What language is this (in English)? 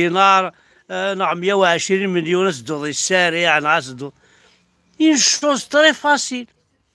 Kabyle